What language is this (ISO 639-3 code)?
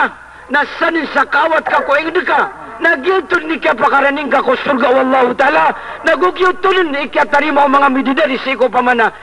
mrw